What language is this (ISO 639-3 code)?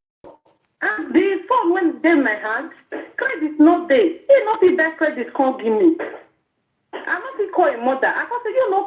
pcm